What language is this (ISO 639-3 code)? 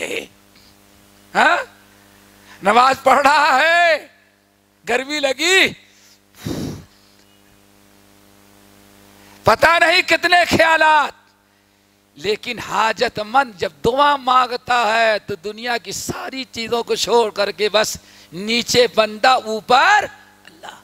urd